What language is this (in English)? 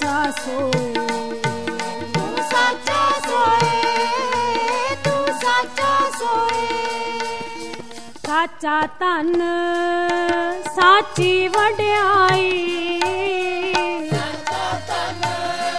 Punjabi